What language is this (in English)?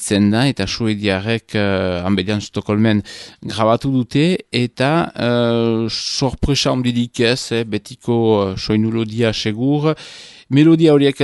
Basque